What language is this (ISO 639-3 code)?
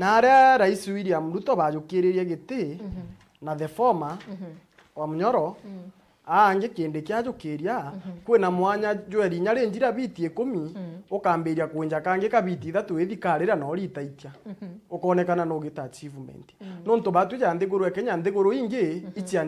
mer